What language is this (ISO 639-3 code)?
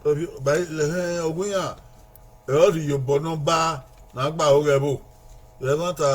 bin